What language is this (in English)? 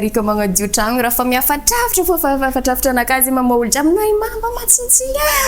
Malagasy